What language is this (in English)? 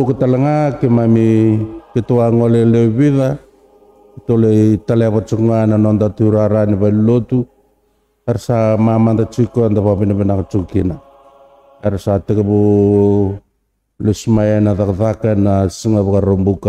Fijian